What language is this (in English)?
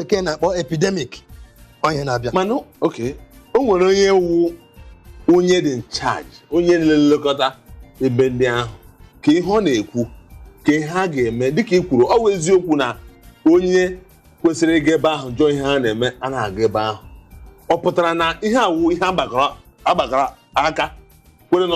Igbo